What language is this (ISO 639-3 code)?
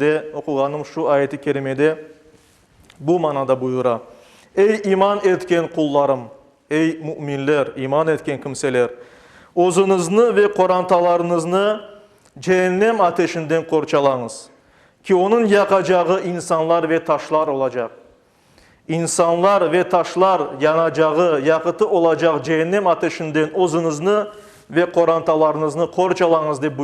crh